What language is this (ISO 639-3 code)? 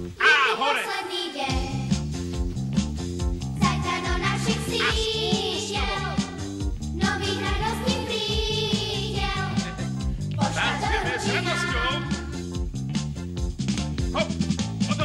slk